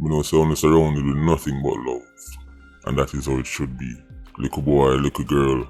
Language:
Jamaican Creole English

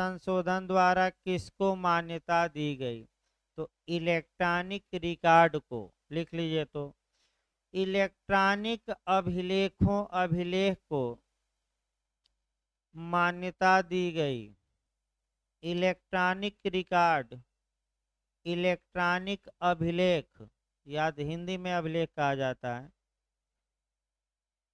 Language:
Hindi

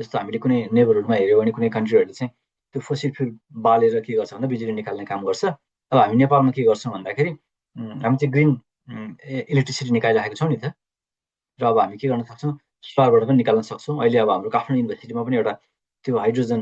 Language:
Nepali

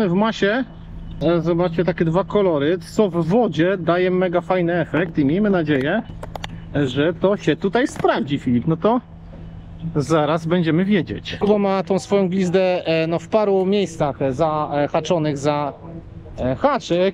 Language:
Polish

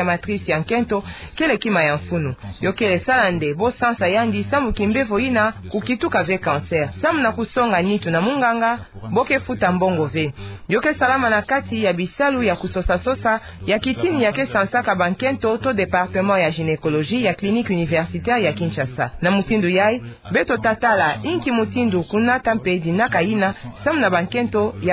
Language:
Kituba (Democratic Republic of Congo)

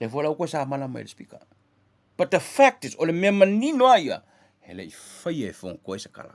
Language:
Samoan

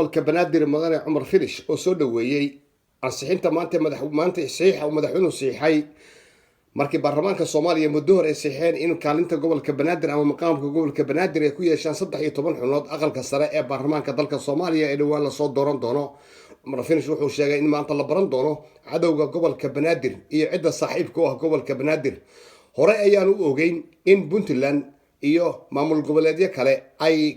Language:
Somali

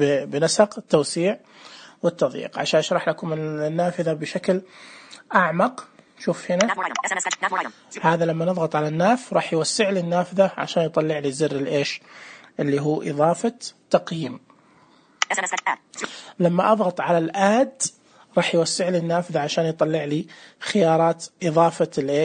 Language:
Najdi Arabic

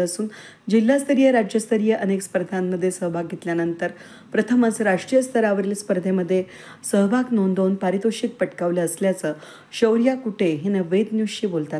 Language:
Marathi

